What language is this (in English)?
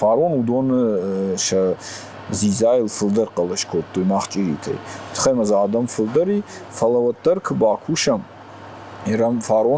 Ossetic